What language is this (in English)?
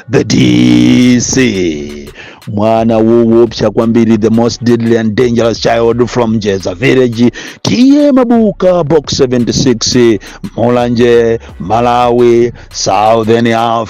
Nyanja